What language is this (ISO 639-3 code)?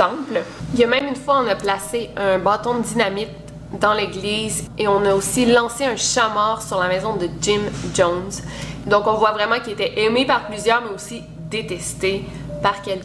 fra